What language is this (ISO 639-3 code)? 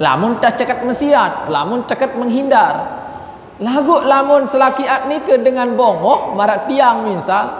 sas